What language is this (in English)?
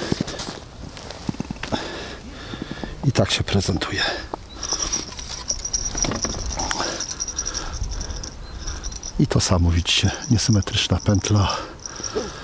Polish